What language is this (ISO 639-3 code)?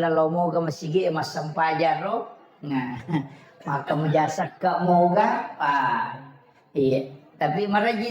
bug